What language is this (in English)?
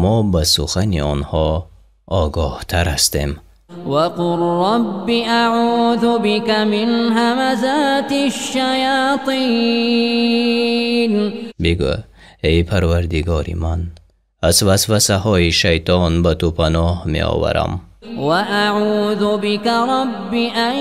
Tajik